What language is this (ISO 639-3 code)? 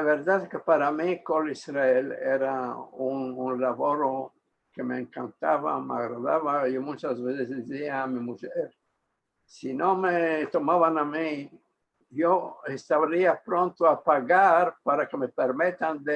lad